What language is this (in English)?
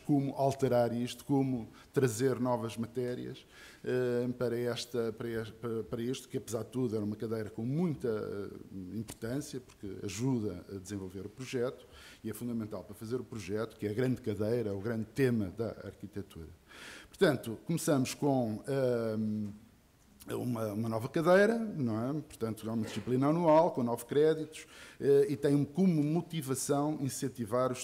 Portuguese